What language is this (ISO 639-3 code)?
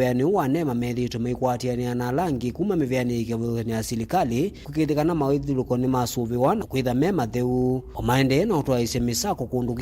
kam